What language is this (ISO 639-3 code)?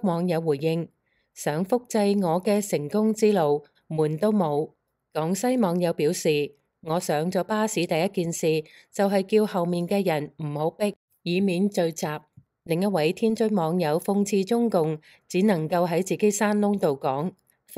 yue